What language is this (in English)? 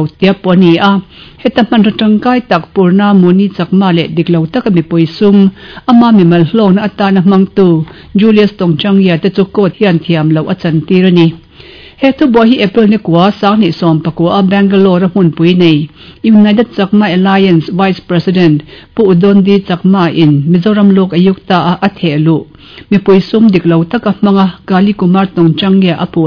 Mizo